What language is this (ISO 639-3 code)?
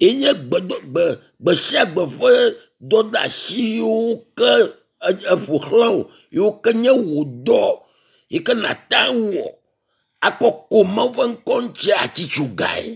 ewe